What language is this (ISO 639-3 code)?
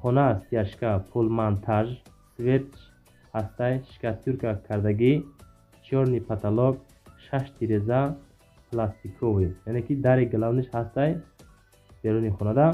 tgk